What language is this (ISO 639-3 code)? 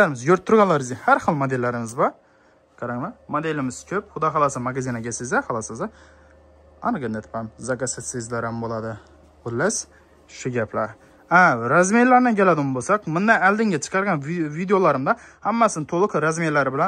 uzb